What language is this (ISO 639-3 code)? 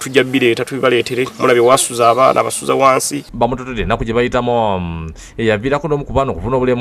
lug